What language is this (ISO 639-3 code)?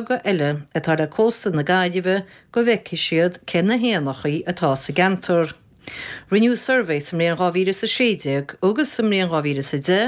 gle